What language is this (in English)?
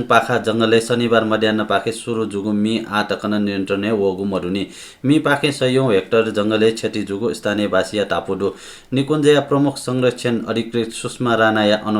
Newari